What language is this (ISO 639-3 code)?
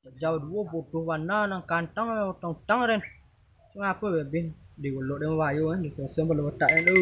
min